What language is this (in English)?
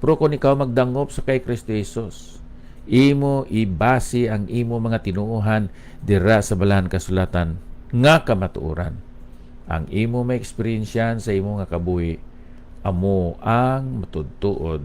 Hiligaynon